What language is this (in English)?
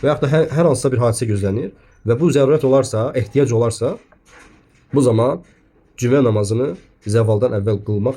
Azerbaijani